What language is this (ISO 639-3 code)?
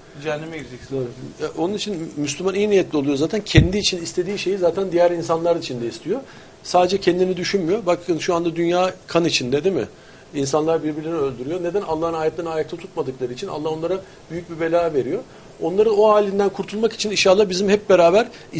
tur